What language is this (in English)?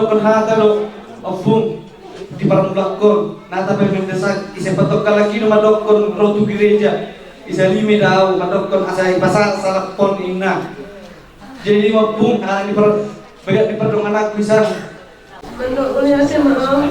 Batak Toba